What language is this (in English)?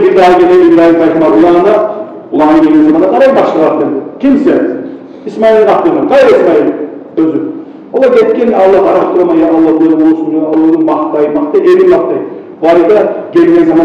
Kumyk